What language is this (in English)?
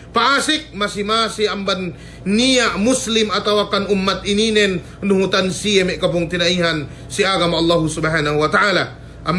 Yakan